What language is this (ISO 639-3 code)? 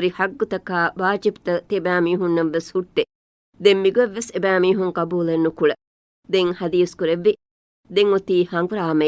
div